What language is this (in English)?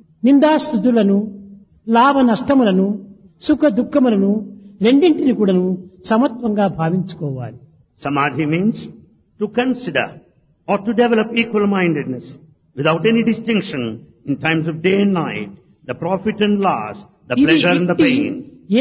Telugu